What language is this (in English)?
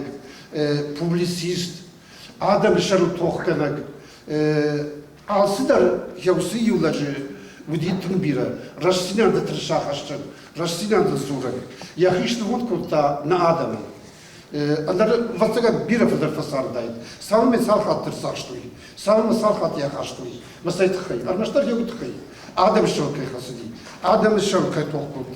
Ossetic